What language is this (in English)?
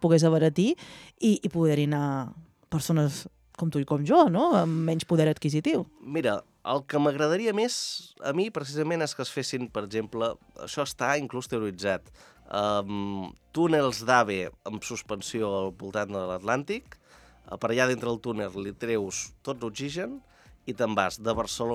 Catalan